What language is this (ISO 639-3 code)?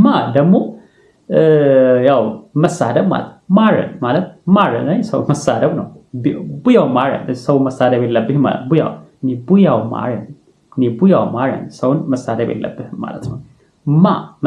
amh